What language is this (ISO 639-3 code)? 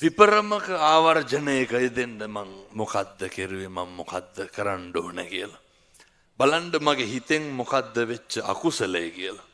sin